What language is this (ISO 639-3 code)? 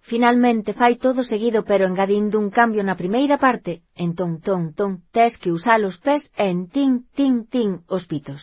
glg